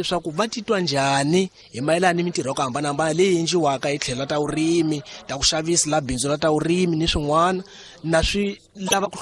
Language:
Tsonga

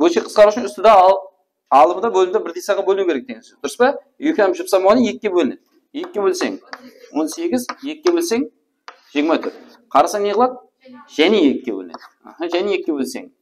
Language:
Kara-Kalpak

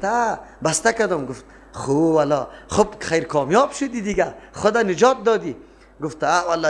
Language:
Persian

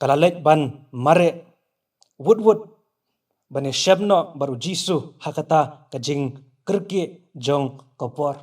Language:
Khasi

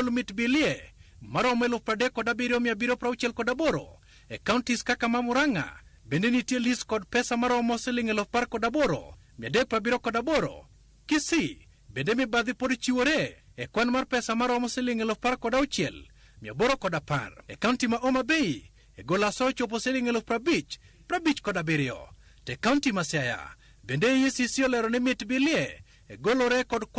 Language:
Luo (Kenya and Tanzania)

